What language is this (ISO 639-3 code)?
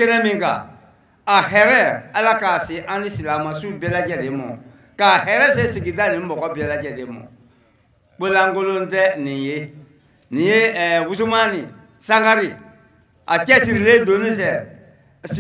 bam